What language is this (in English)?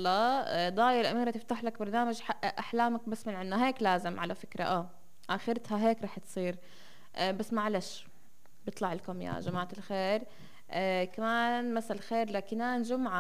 North Levantine Arabic